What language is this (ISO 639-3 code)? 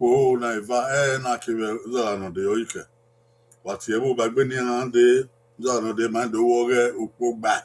bin